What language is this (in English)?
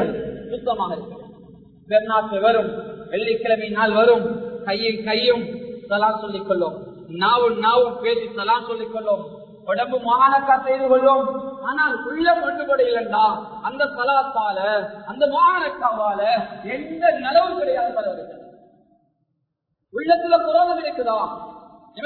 Tamil